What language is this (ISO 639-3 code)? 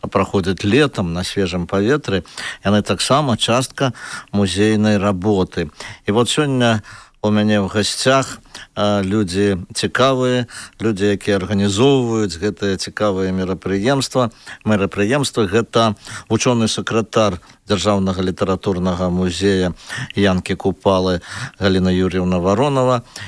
bel